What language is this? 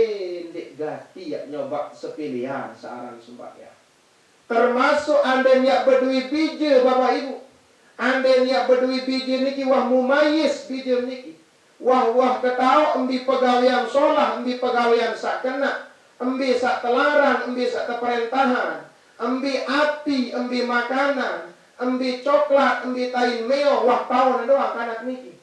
Sasak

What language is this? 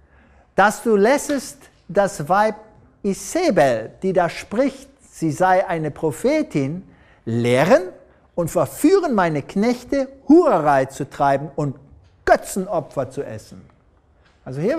German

